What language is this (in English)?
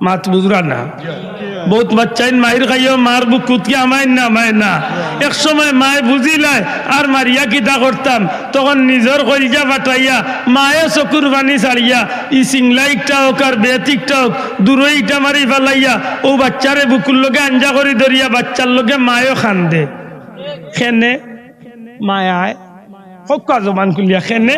Sylheti